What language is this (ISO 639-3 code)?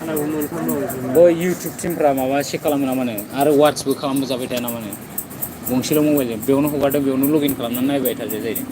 brx